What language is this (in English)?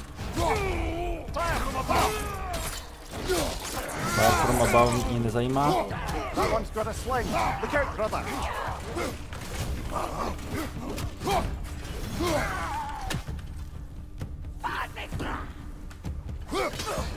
Czech